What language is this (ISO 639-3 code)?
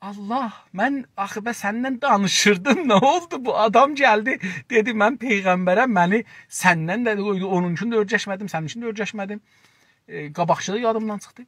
azb